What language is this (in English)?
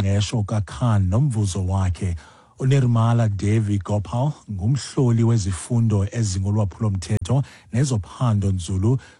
Xhosa